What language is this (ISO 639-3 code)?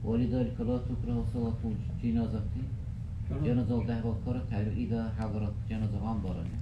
dar